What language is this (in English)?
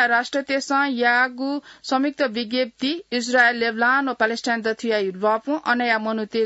Newari